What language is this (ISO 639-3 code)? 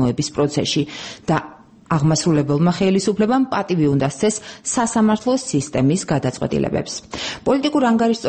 kat